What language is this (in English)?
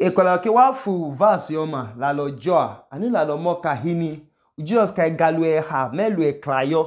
Idoma